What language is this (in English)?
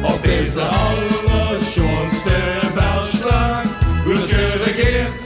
Limburgish